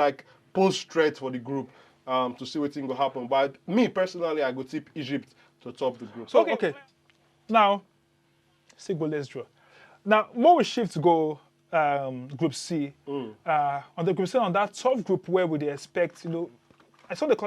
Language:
Nigerian Pidgin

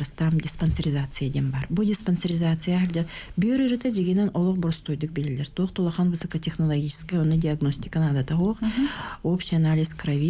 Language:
Yakut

